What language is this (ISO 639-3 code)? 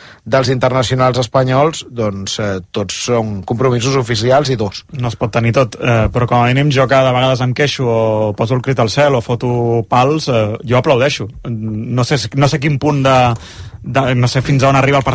cat